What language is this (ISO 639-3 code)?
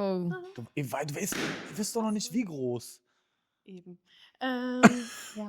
gsw